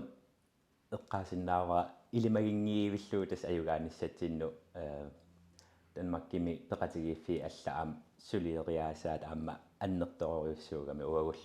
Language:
Kalaallisut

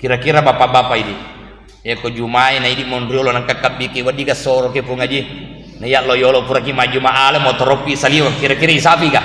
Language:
Buginese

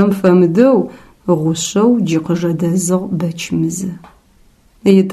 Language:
Adyghe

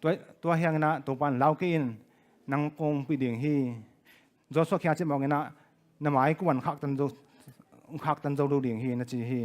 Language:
Tedim Chin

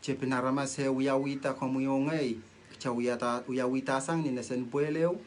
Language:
Pohnpeian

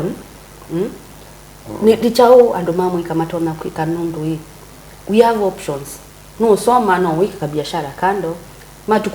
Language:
Kamba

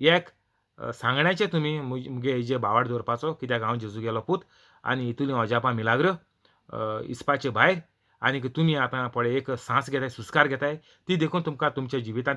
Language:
Konkani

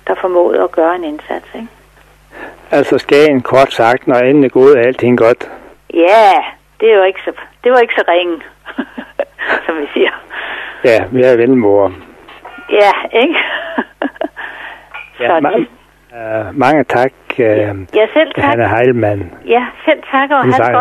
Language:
Danish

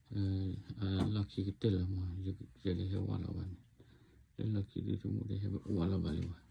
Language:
S'gaw Karen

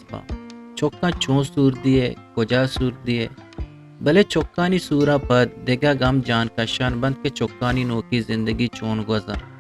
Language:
Eastern Balochi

